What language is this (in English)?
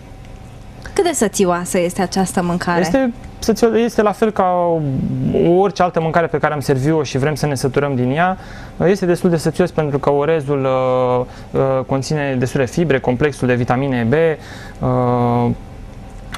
Romanian